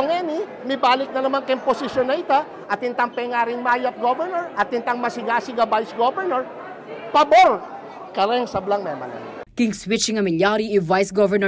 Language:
Pampanga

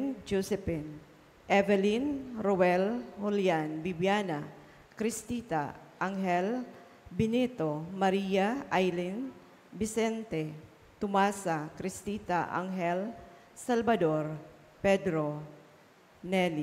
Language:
Bikol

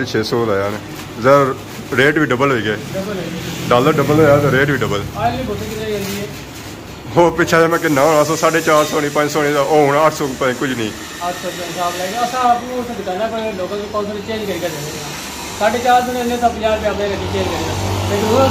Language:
Pahari-Potwari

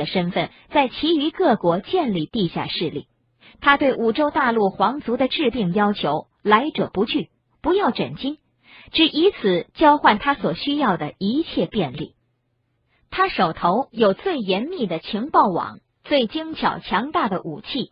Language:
Chinese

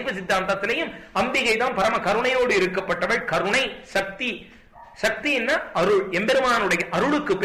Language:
Tamil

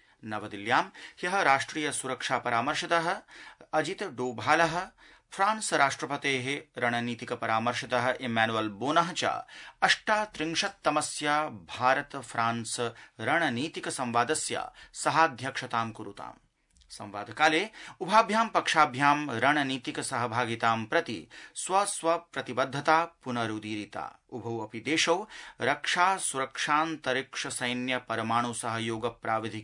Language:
Sanskrit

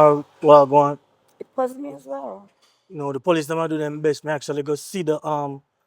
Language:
Jamaican Creole English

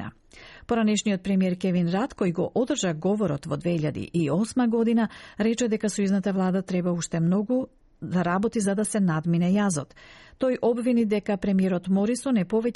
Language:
Macedonian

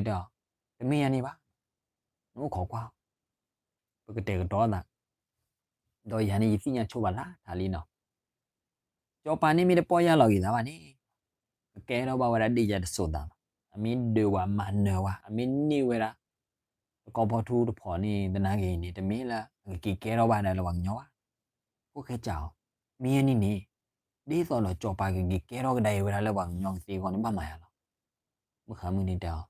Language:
S'gaw Karen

